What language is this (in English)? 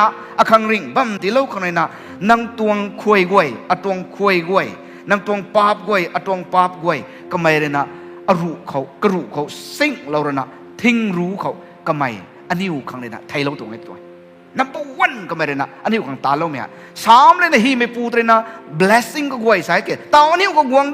Rongmei Naga